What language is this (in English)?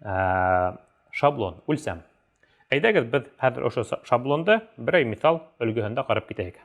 Bashkir